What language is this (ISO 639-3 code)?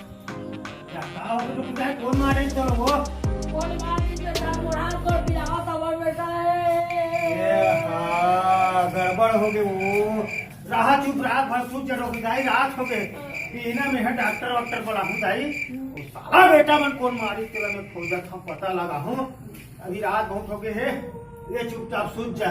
hne